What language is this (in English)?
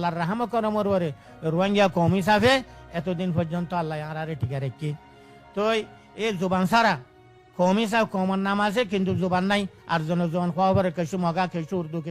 Rohingya